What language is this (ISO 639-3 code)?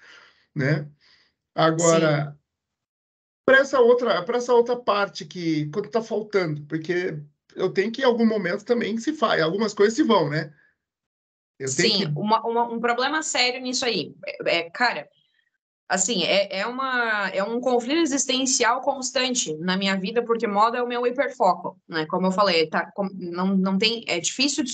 por